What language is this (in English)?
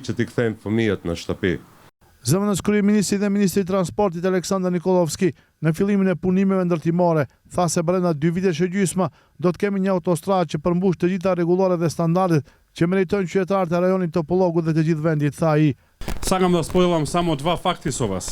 Albanian